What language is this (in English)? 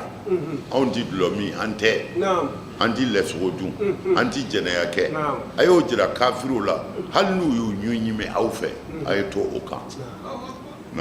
Bambara